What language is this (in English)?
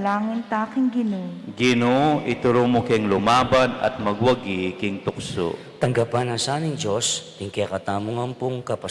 Pampanga